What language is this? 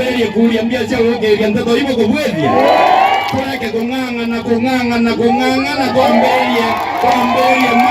Meru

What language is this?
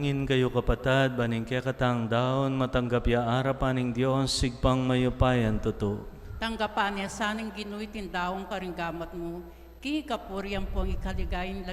Pampanga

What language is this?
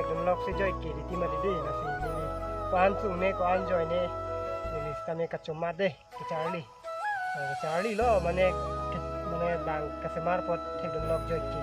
Karbi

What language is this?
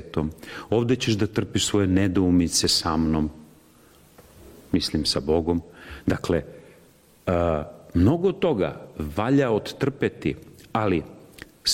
Serbian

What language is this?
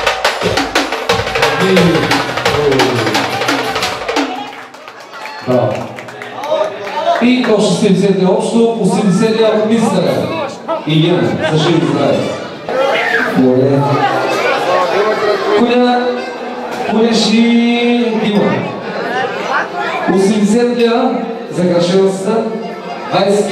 Bulgarian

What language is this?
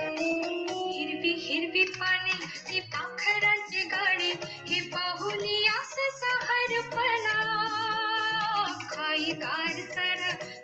Marathi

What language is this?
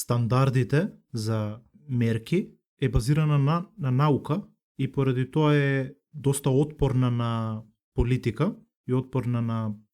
Macedonian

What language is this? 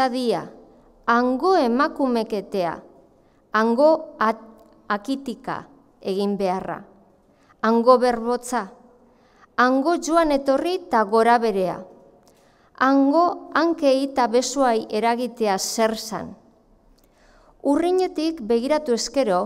Basque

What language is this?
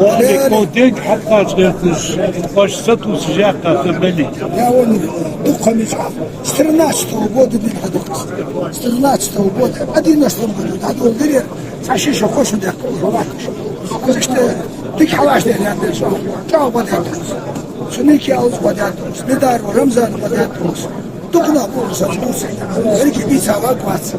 Ingush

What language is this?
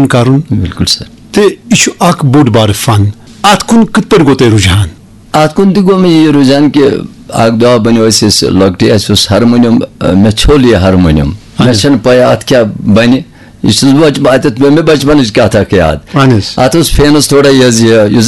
Kashmiri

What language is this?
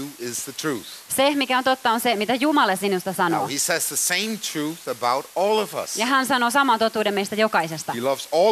Finnish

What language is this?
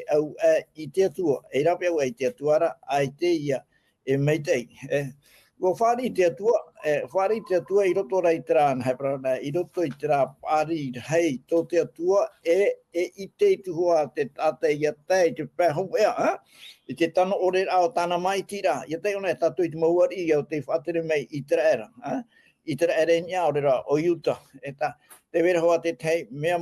Tahitian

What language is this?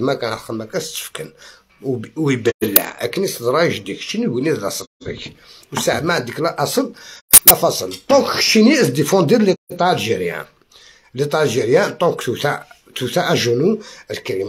Algerian Arabic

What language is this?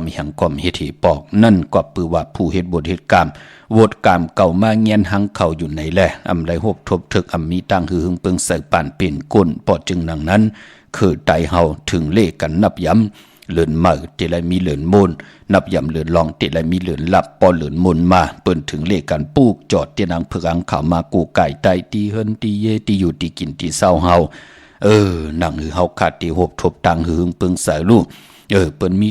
Shan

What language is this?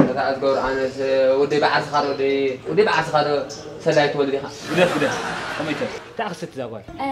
Tigrinya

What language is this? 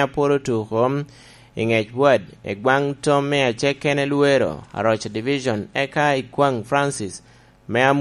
Lango (Uganda)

